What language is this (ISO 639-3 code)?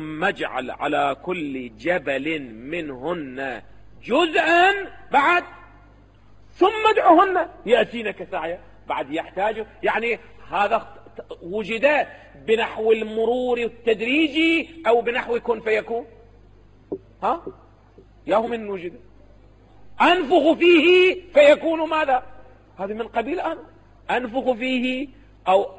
ara